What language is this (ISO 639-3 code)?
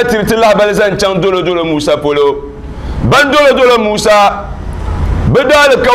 dag